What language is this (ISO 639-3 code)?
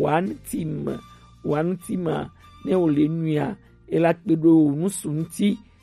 gej